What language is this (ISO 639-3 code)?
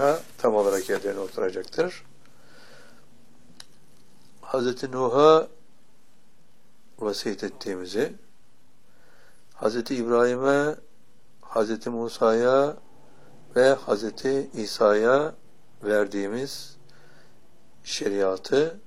tur